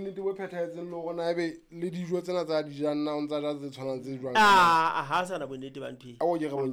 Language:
Southern Sotho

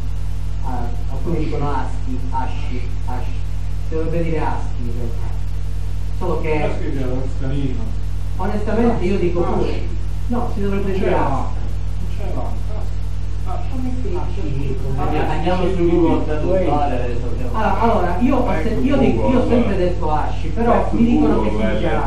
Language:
Italian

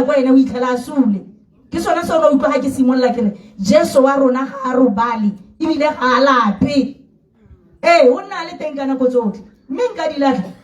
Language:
Tswana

